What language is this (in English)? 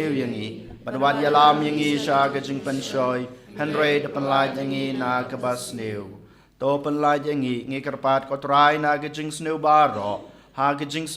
Khasi